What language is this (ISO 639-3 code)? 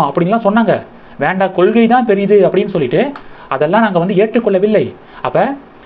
tam